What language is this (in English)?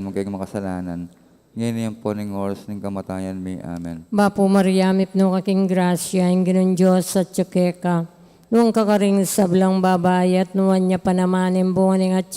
Pampanga